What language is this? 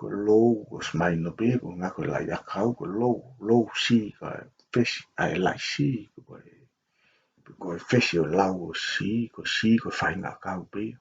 Tongan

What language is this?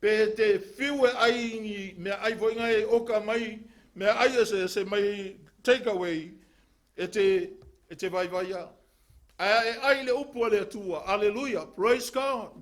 Samoan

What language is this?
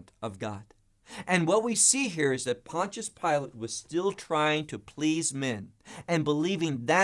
English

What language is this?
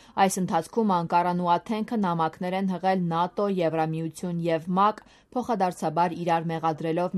Armenian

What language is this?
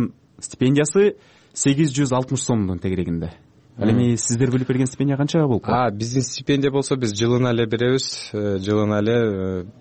Kyrgyz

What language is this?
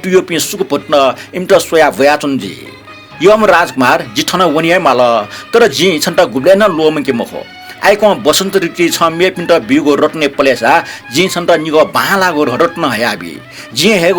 Newari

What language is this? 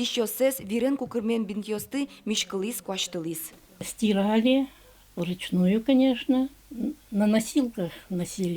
Udmurt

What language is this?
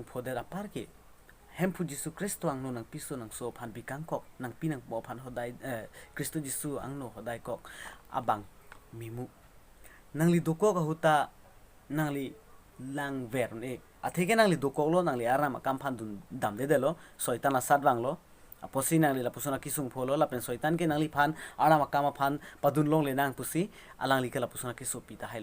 Karbi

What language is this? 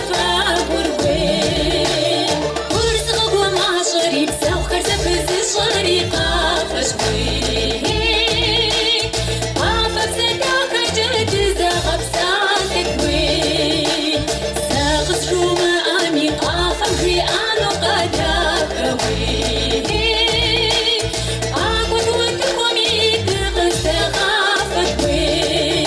Kabardian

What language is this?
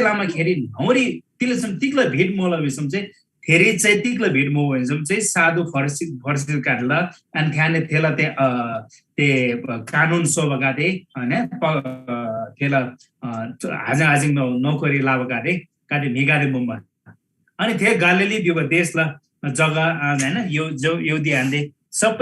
Eastern Tamang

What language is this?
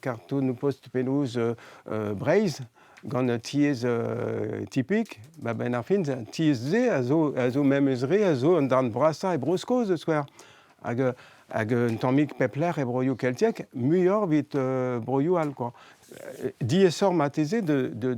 Breton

